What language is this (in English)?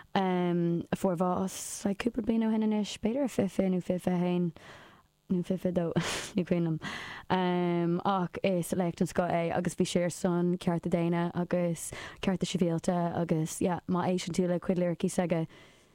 Irish